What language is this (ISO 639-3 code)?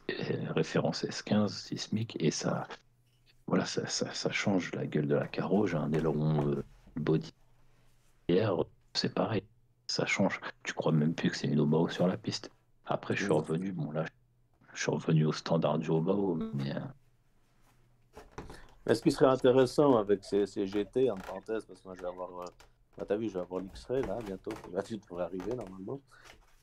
fra